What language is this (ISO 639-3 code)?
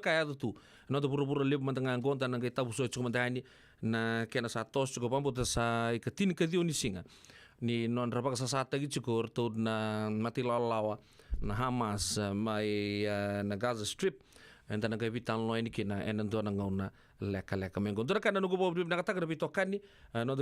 fij